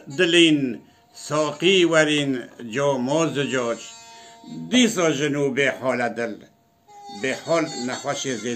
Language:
Kurdish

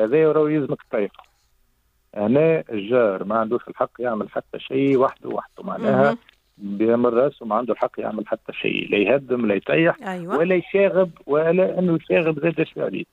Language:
Tunisian Arabic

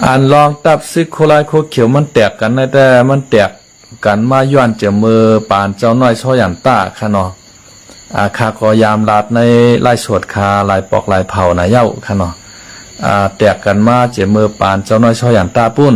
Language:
Shan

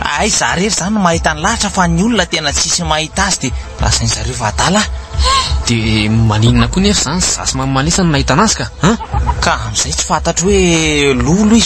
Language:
Malagasy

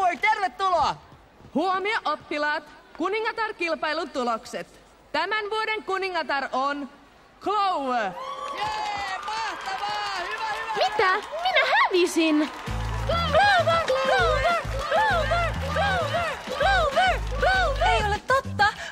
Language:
Finnish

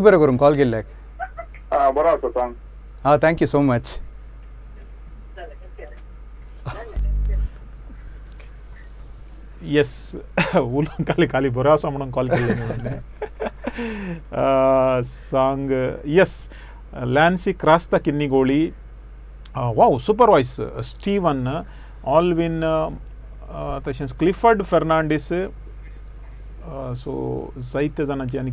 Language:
Konkani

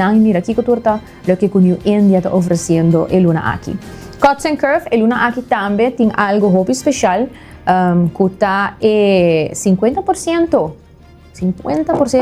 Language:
Papiamento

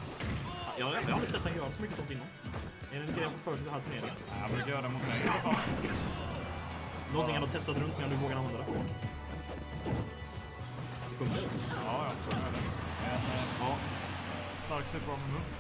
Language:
Swedish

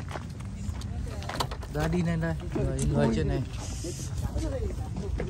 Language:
Vietnamese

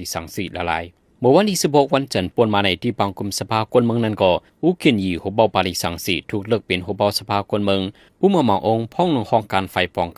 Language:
Shan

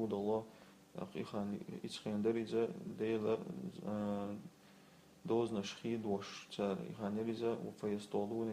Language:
Chechen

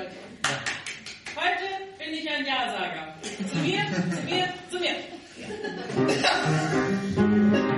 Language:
German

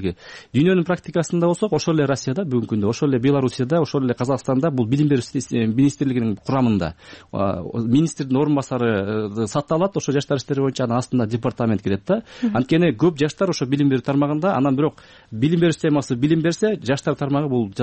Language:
Kyrgyz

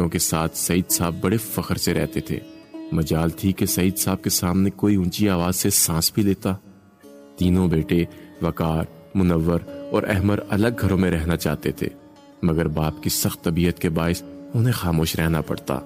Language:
Urdu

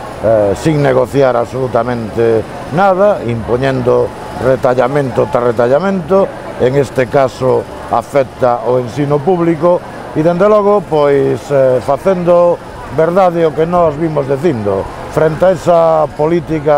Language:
Galician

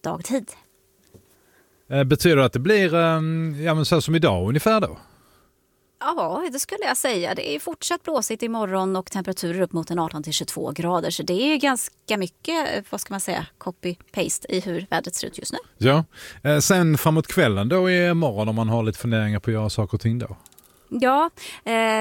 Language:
Swedish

